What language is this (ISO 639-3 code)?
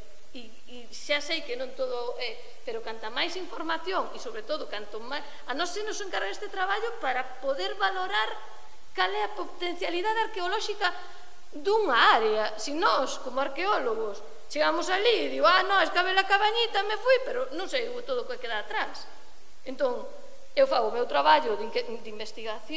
glg